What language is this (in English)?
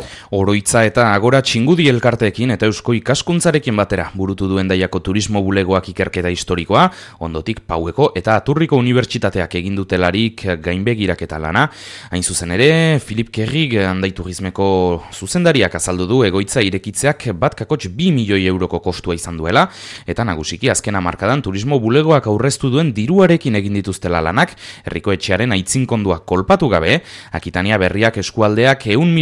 Basque